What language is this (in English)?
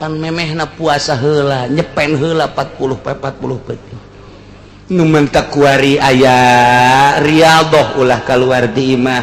Sundanese